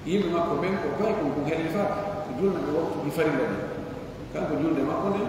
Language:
Pular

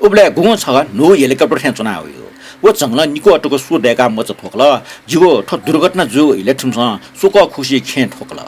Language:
Newari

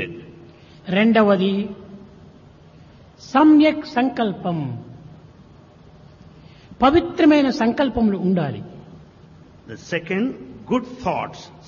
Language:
Telugu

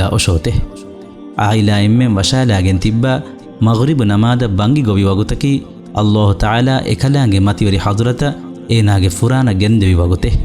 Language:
Divehi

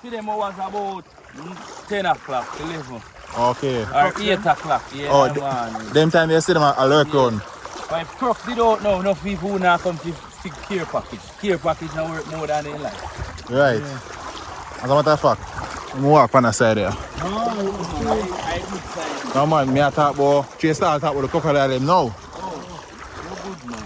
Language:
Jamaican Creole English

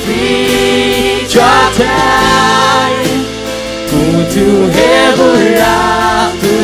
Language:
Faroese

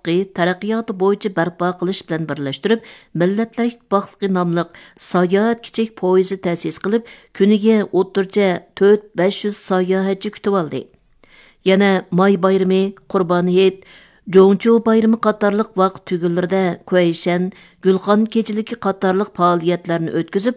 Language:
Uyghur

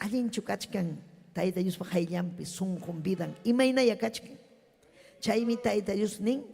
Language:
Ayacucho Quechua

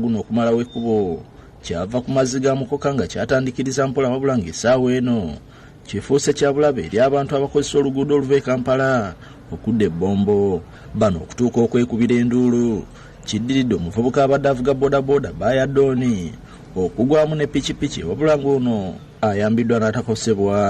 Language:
Ganda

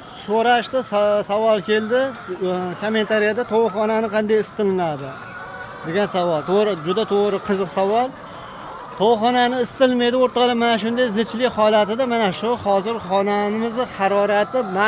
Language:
Uzbek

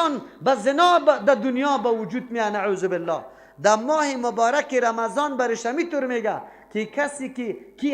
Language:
Persian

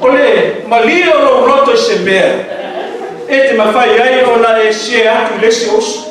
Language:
Samoan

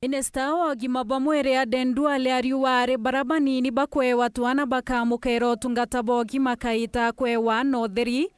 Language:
Meru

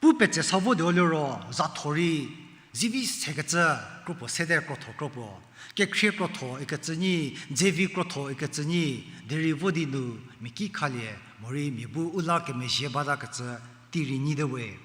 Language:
Angami Naga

